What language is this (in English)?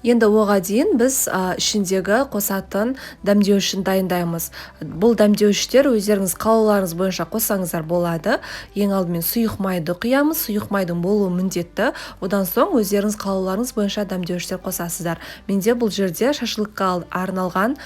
Kazakh